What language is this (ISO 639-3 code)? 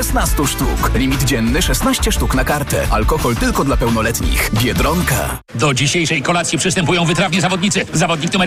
pol